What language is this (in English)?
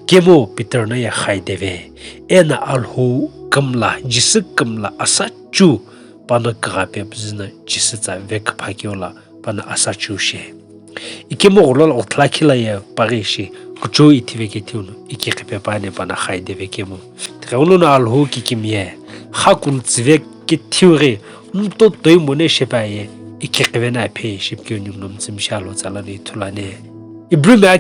Sumi Naga